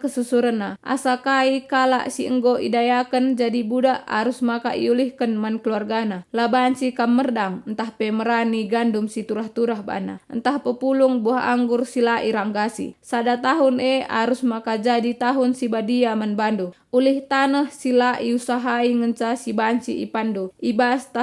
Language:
Batak Karo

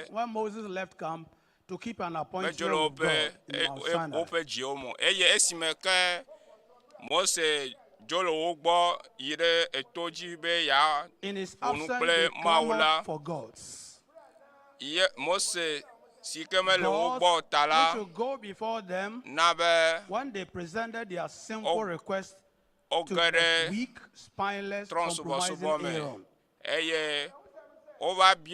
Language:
Ewe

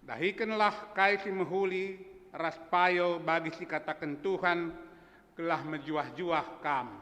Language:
Batak Karo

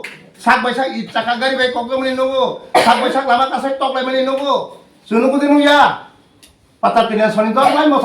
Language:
Riang (India)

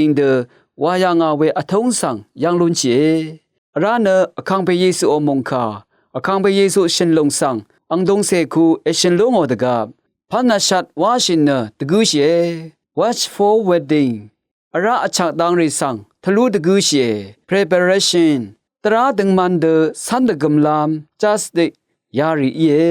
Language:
Rawang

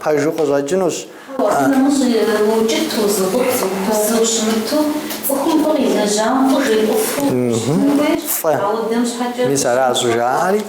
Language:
Kabardian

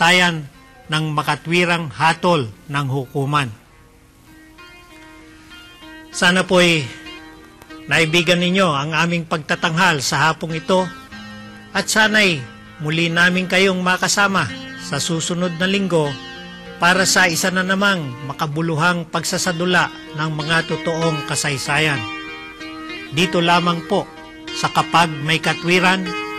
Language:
Filipino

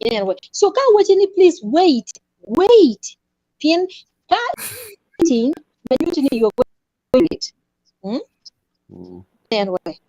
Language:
Acoli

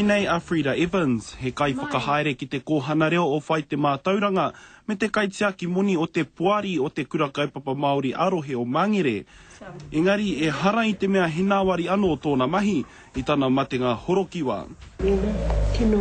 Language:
Māori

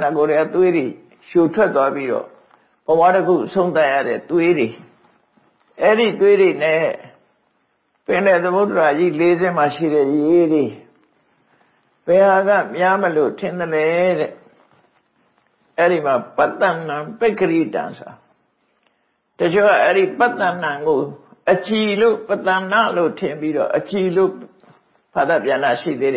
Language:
Burmese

